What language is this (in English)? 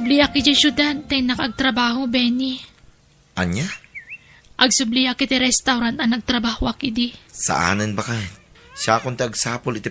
Iloko